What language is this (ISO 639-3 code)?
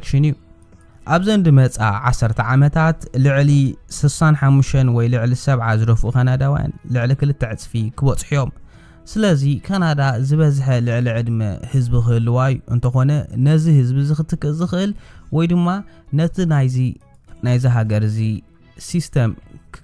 tir